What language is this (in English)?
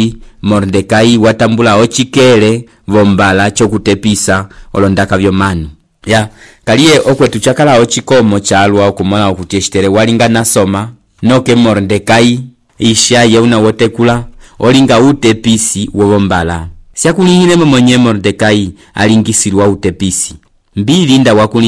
Umbundu